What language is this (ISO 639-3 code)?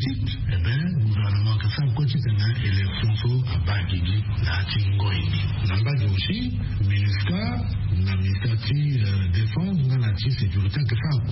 sag